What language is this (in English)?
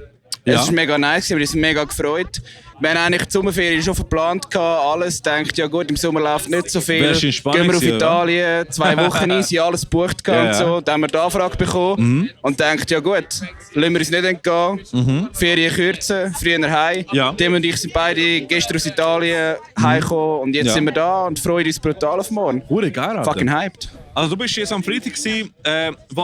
Swiss German